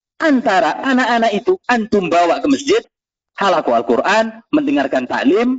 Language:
Indonesian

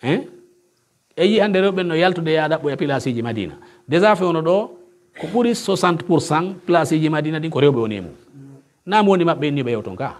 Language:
Pular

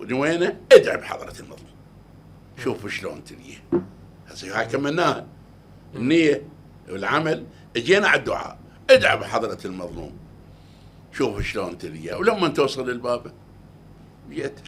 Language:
Mesopotamian Arabic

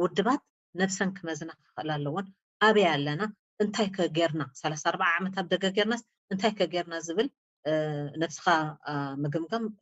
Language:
Tigrinya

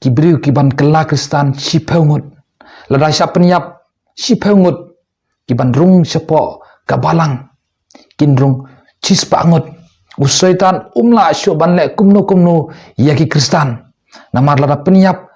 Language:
Khasi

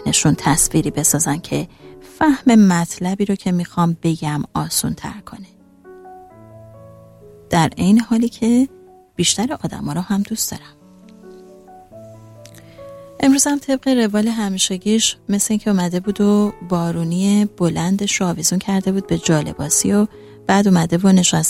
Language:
Persian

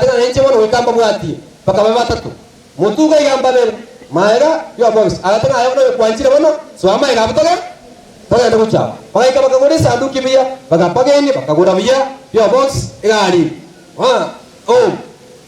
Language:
Gusii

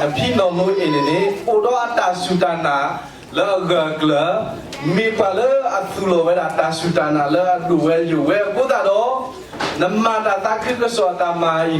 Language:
S'gaw Karen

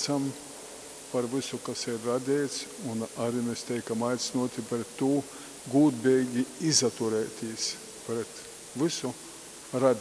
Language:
Latgalian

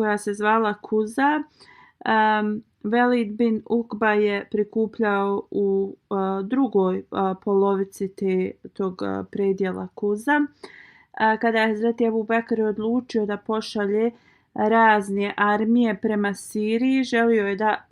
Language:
Bosnian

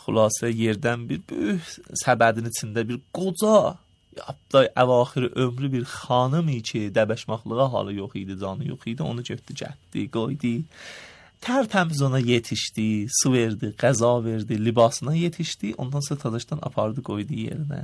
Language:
Azerbaijani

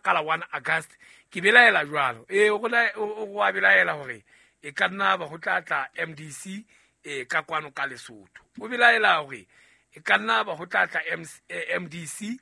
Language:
Southern Sotho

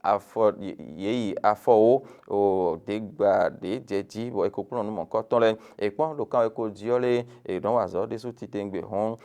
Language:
Fon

